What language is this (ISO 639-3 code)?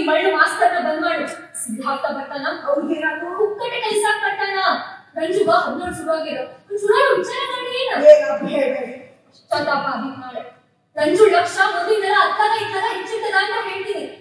kan